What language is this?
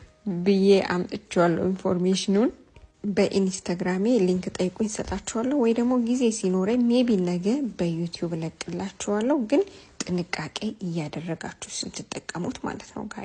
Amharic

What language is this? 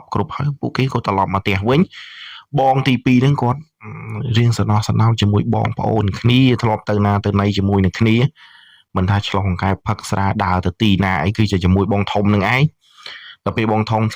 Khmer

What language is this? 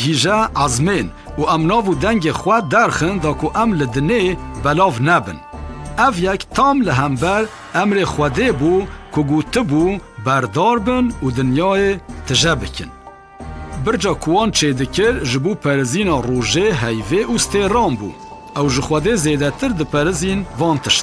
Kurdish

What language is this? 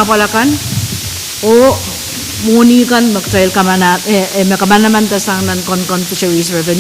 Pohnpeian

